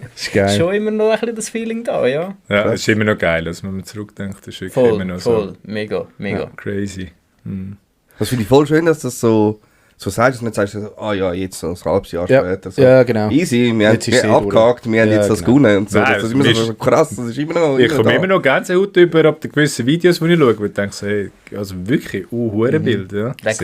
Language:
Swiss German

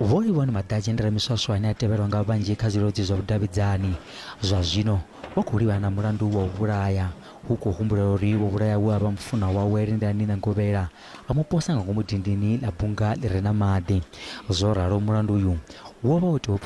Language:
Venda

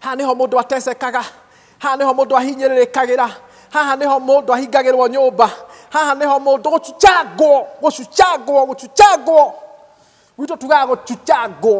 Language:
Kikuyu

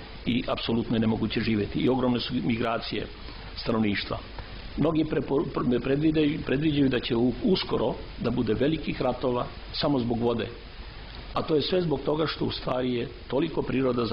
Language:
Serbian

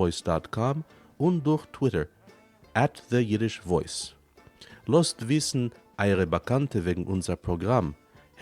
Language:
Yiddish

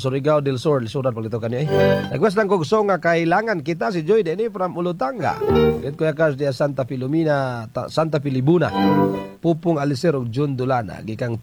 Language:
Cebuano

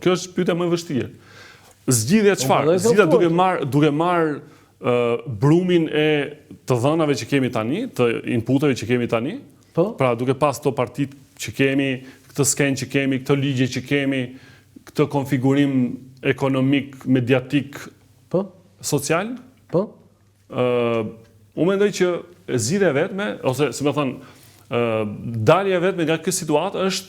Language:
Albanian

